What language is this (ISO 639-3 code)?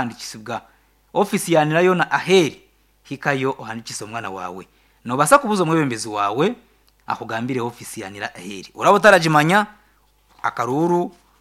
nyn